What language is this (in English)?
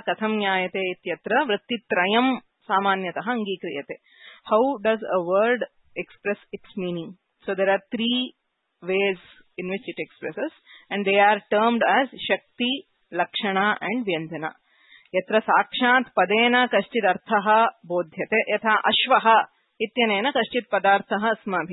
Sanskrit